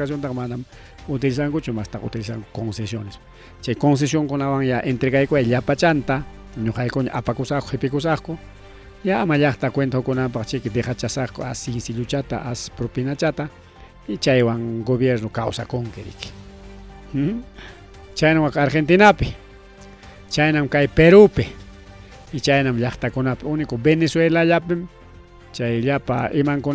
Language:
Ayacucho Quechua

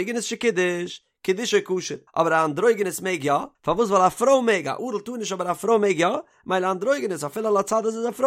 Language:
Yiddish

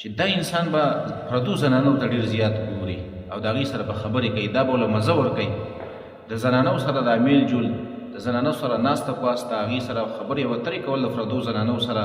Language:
Pashto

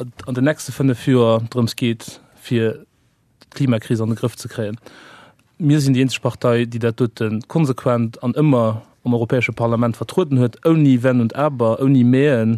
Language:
Luxembourgish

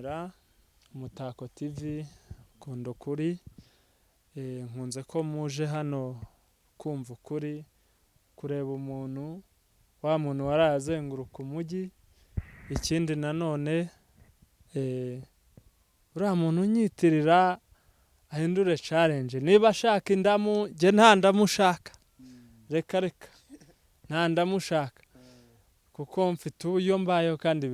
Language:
Kinyarwanda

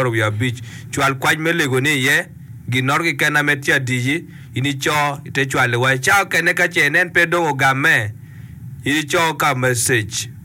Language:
Acoli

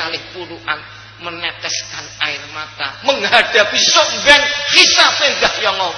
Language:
Javanese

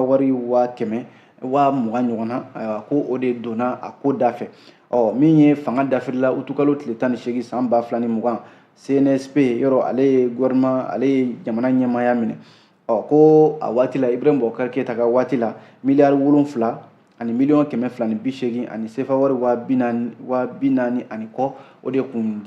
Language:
Bambara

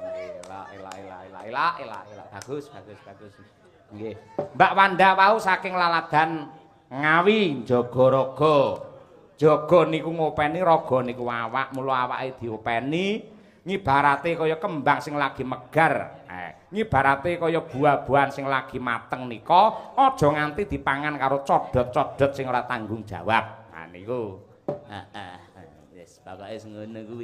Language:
Javanese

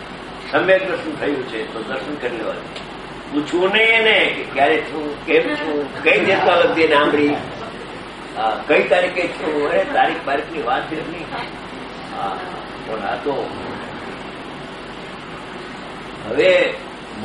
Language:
Gujarati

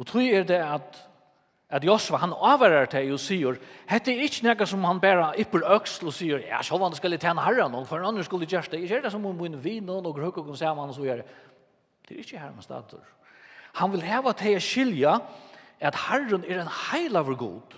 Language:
Faroese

